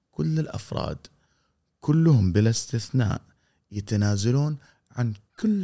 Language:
Gulf Arabic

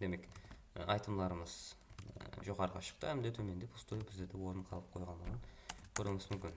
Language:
Kara-Kalpak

